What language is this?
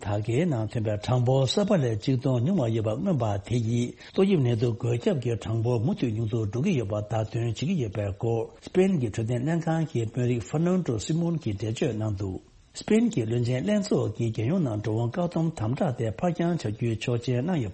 Tibetan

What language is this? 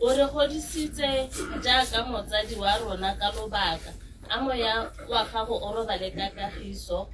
Tswana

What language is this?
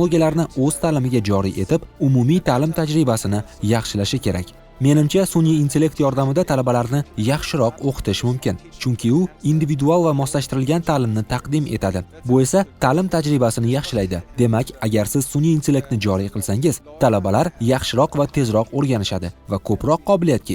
Uzbek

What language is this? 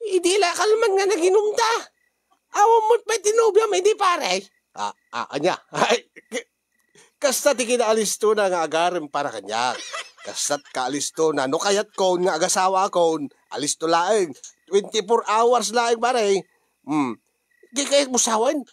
Iloko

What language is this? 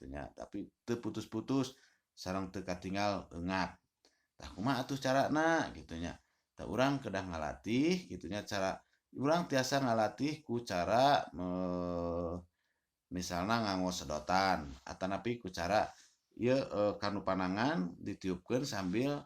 Sundanese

